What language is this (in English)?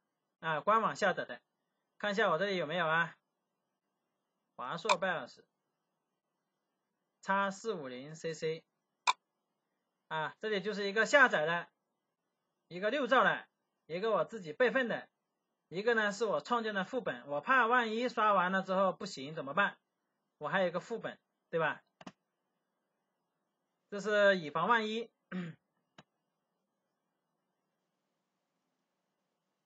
Chinese